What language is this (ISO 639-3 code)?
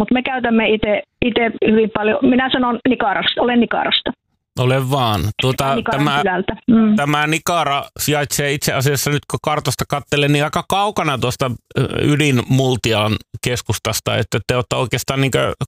fin